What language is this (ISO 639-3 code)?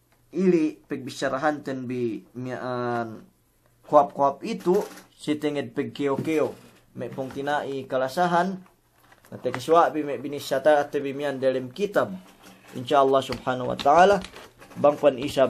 yka